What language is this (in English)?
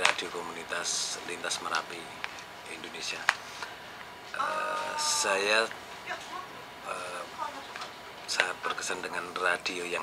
Indonesian